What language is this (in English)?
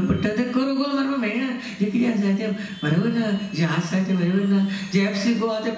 Konkani